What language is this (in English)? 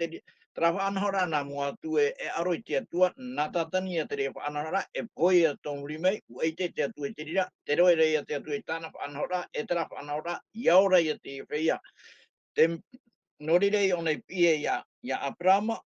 Tahitian